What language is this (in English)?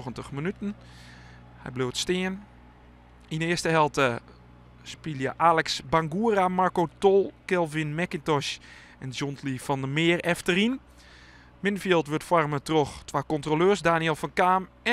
Western Frisian